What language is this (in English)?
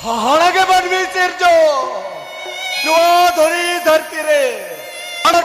Santali